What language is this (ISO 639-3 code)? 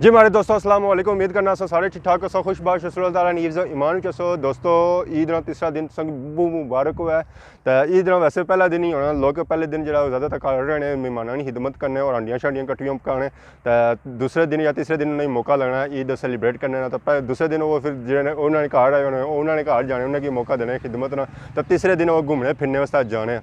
phr